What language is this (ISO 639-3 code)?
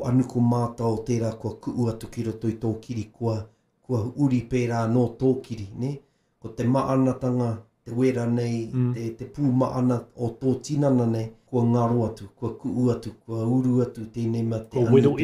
mri